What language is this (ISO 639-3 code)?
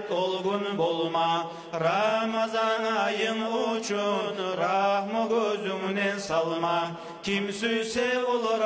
kum